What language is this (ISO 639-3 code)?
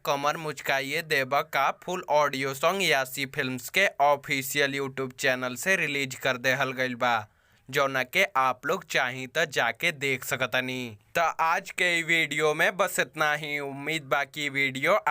bho